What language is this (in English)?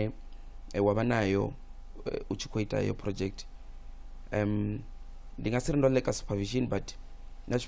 Venda